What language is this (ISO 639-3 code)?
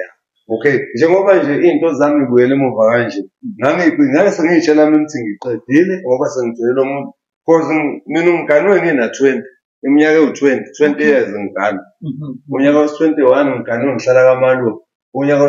zul